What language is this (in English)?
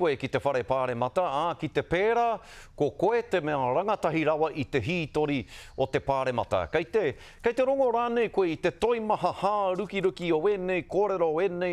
Māori